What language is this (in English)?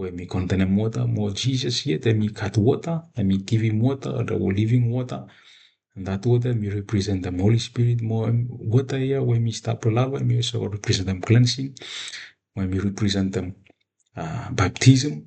Bislama